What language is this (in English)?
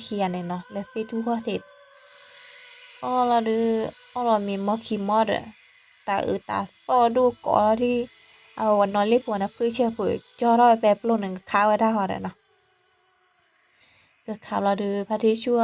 S'gaw Karen